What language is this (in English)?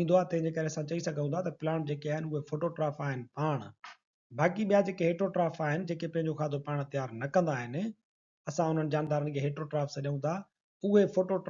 Sindhi